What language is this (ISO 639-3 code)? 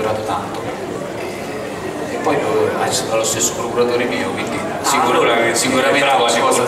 ita